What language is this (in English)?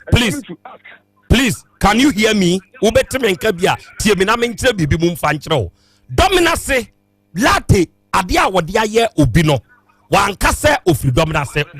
Akan